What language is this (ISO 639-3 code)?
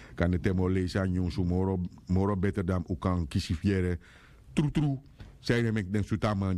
srn